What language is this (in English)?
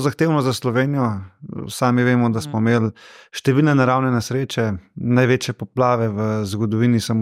Slovenian